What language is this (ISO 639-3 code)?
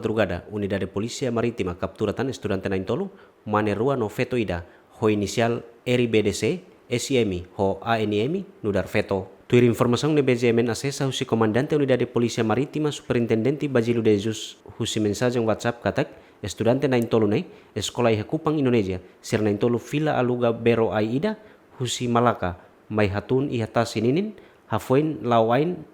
tet